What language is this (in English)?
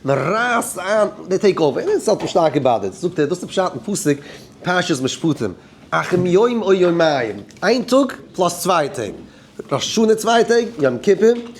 Yiddish